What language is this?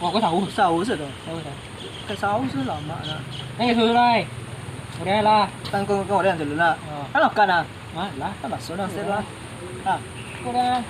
Minangkabau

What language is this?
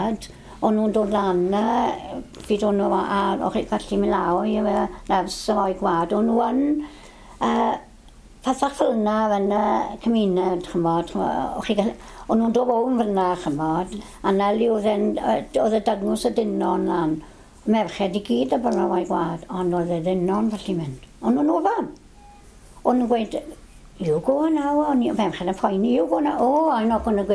Welsh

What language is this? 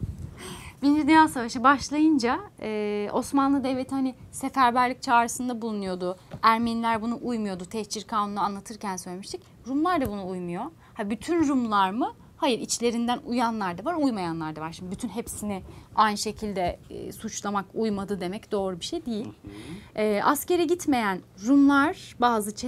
Turkish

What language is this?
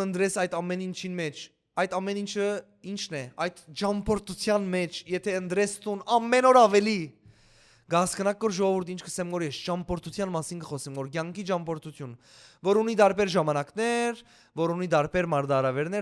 Western Armenian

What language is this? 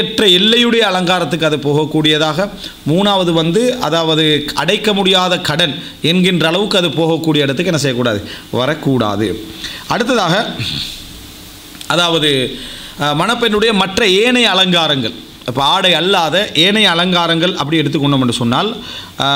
Tamil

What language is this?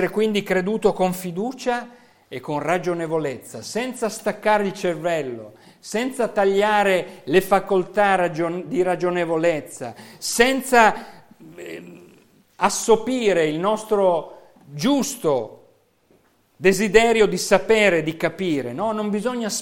Italian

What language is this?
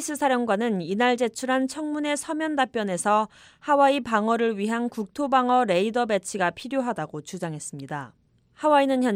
Korean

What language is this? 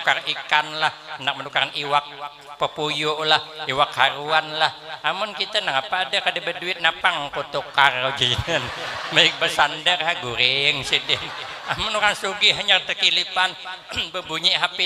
Banjar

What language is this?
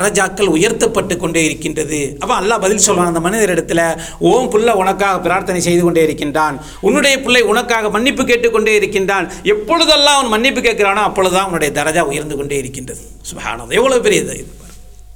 Tamil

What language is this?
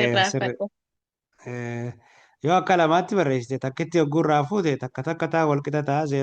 Oromo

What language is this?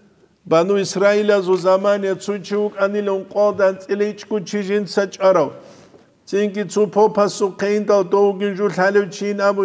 Avaric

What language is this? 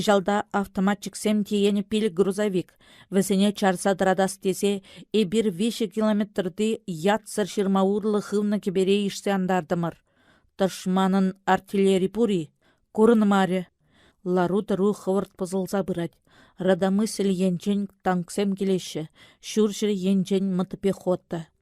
Chuvash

